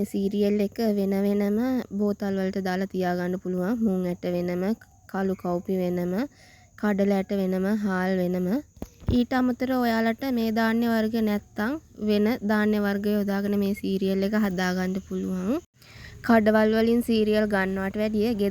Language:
Sinhala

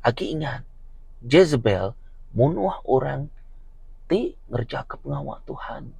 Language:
Iban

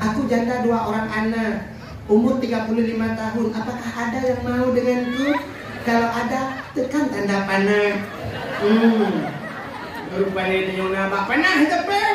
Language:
Achinese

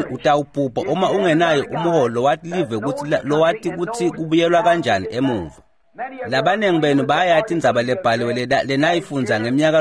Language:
Swati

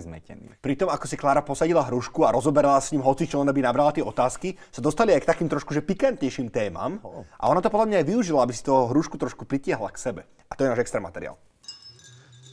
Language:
Slovak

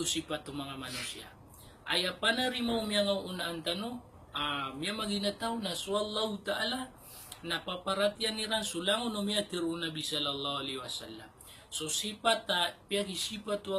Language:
Maranao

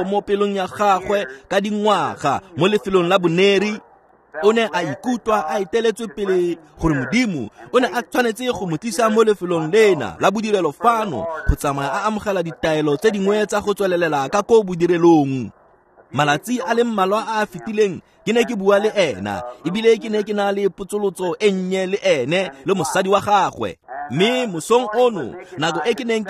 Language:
Tswana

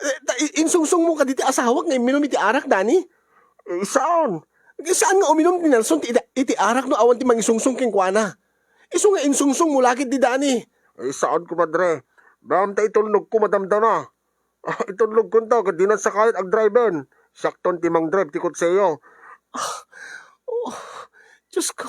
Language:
Iloko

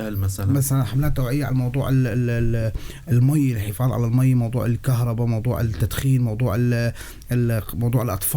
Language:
North Levantine Arabic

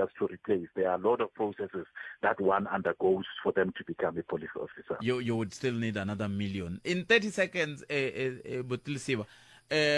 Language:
Tsonga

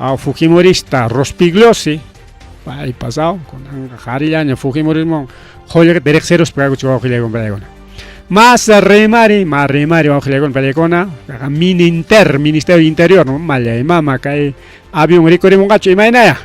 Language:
Ayacucho Quechua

